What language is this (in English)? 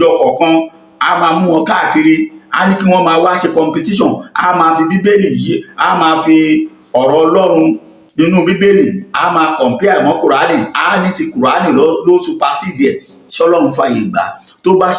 Yoruba